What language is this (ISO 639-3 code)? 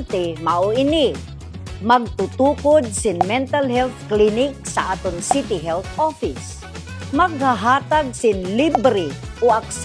war